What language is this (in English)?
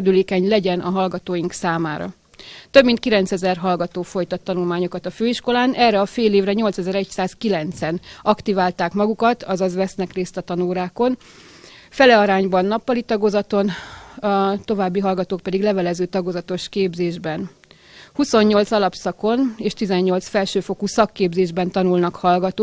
Hungarian